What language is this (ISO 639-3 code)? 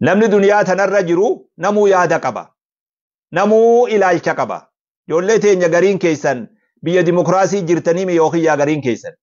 orm